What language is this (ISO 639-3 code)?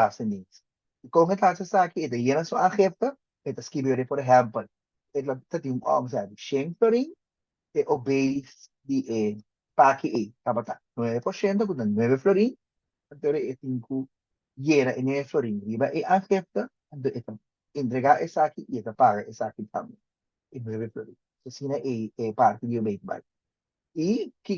pap